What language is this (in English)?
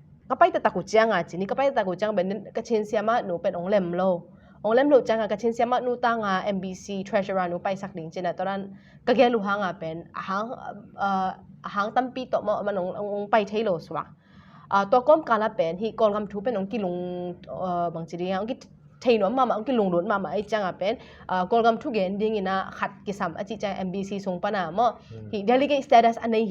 Tedim Chin